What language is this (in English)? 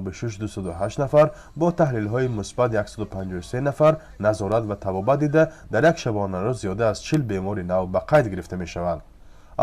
Tajik